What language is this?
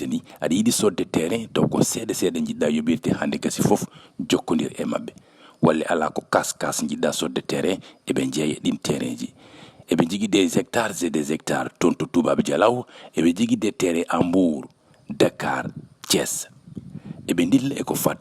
Fula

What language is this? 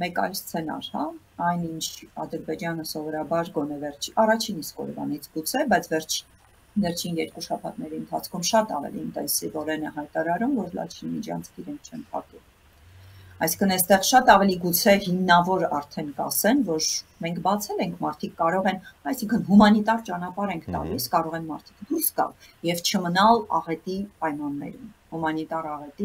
Armenian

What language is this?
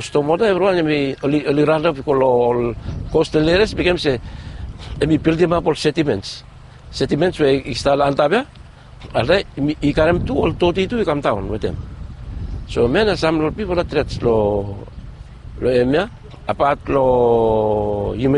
Bislama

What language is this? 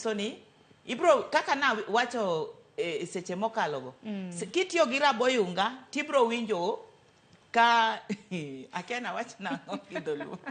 Luo (Kenya and Tanzania)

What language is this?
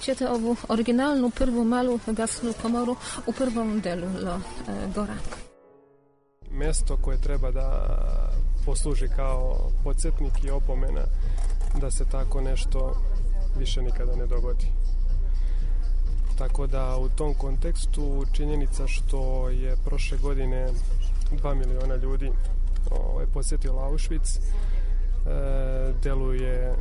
Serbian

